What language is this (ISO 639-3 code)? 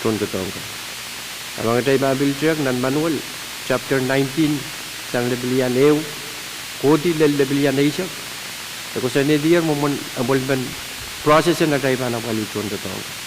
pon